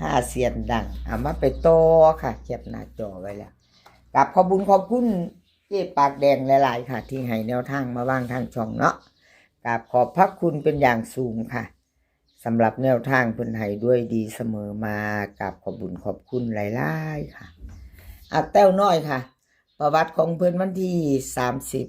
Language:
Northeastern Thai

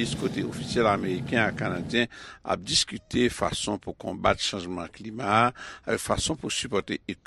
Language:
Haitian Creole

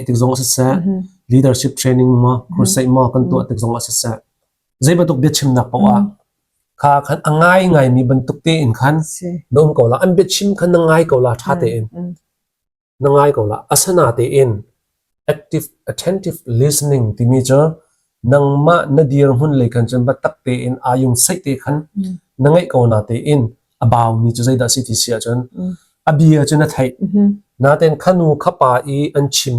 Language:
Hakha Chin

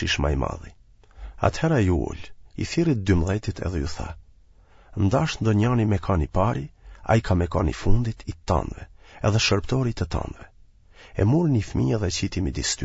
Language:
Albanian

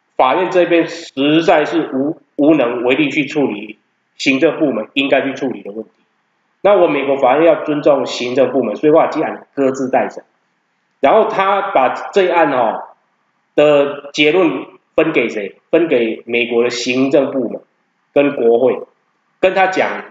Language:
Chinese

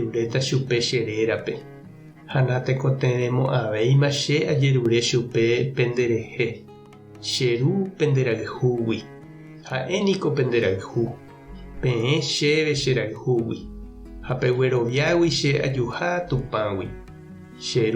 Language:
Guarani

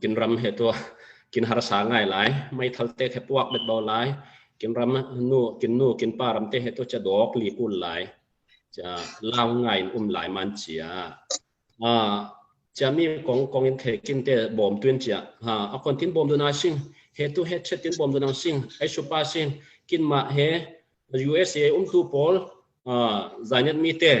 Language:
Falam Chin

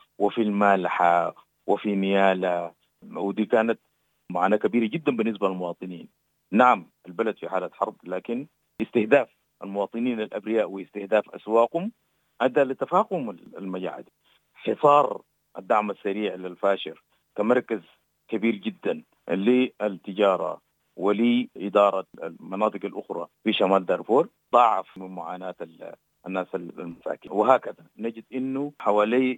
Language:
Sudanese Arabic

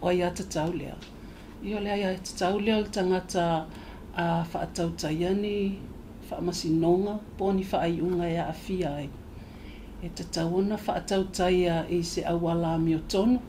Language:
Samoan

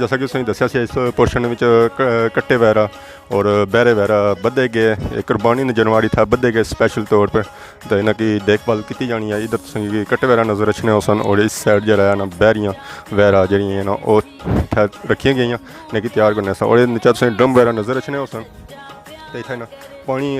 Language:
Pahari-Potwari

